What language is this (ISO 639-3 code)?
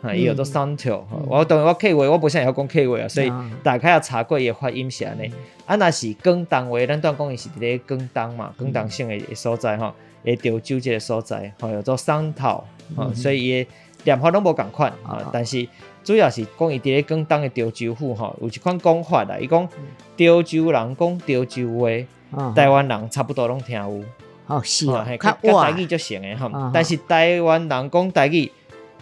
nan